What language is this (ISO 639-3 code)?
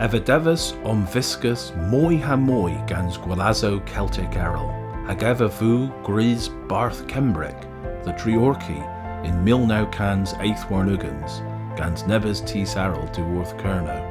cor